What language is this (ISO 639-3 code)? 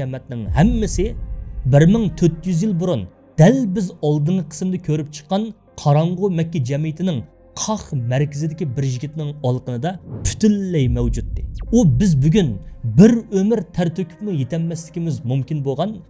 uig